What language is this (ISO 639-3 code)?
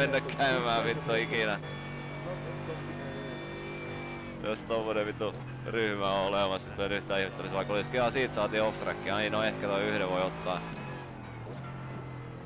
fin